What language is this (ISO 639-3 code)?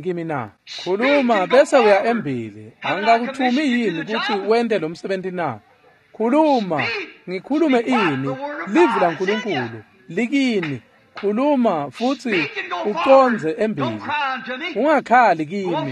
ssw